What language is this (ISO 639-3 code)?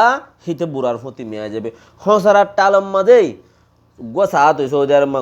rhg